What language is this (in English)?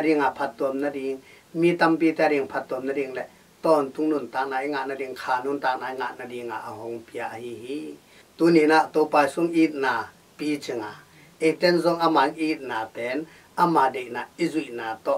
Tedim Chin